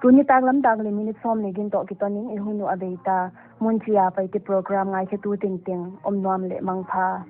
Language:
Paite Chin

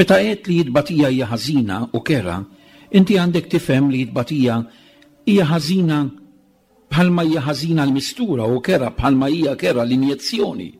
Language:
Maltese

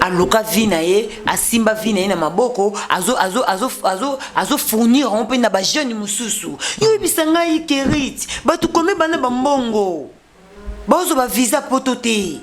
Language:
Lingala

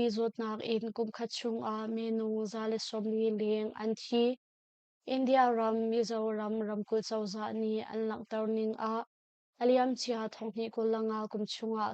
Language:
Hakha Chin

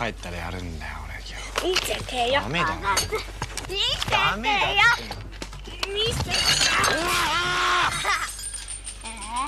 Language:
Japanese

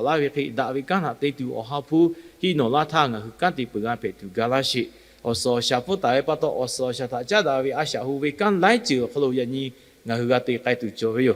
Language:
Lahu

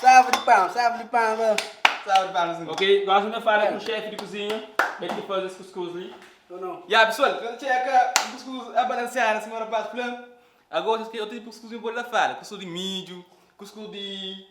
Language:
Kabuverdianu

